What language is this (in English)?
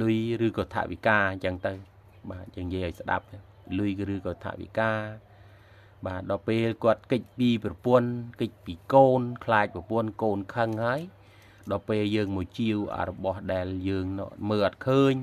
Khmer